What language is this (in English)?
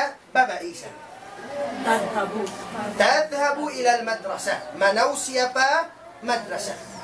Tausug